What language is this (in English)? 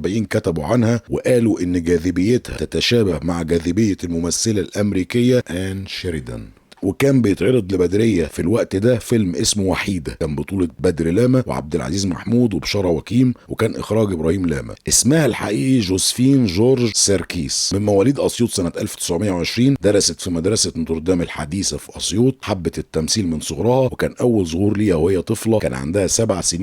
Egyptian Arabic